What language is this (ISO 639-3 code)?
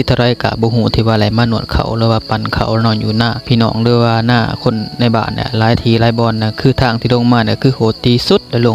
lao